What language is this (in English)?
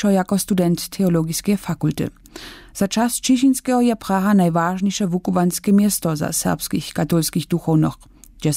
Upper Sorbian